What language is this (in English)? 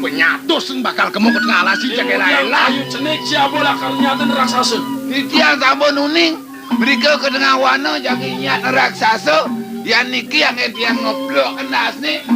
Balinese